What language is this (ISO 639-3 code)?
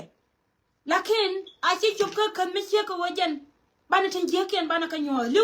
nus